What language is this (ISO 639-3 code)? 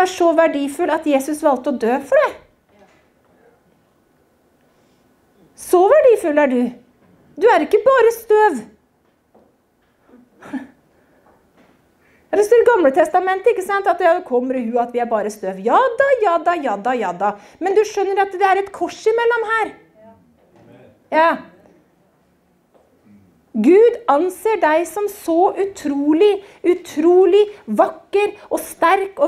nor